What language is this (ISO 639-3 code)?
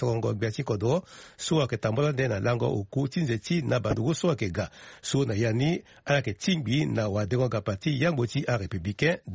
sag